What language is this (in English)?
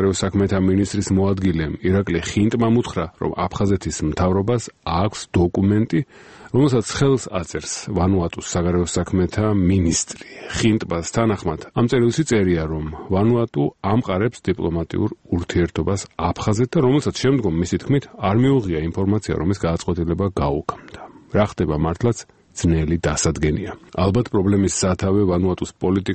Georgian